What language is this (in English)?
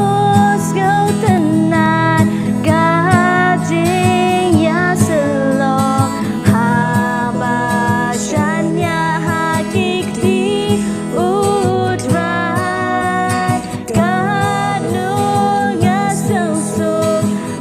Khasi